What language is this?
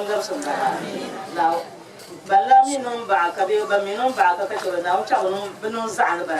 Dagbani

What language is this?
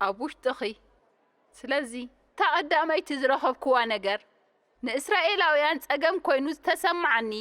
Tigrinya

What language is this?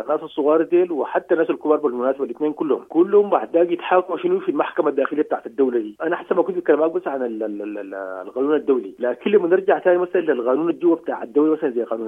Sudanese Arabic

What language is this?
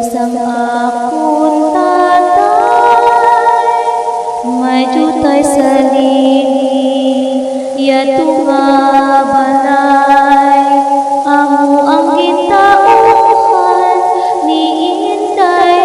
Hiligaynon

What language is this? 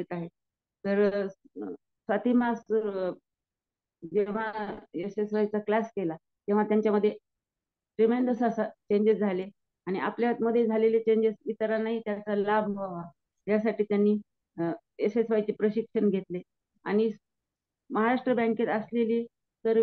Marathi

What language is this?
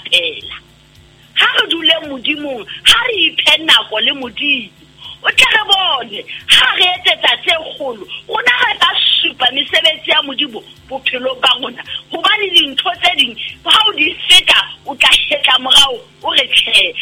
Southern Sotho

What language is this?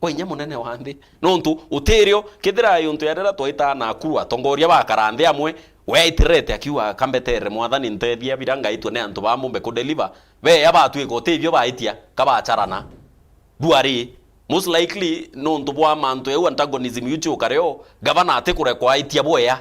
Meru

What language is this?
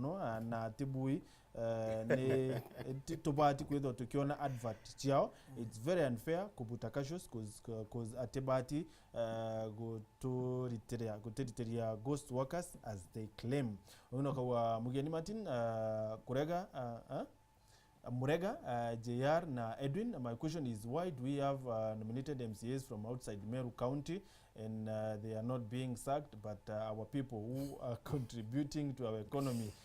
Meru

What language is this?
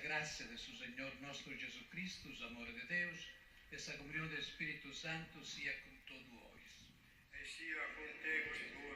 Sardinian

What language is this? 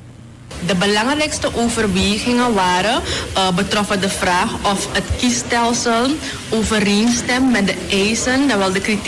Dutch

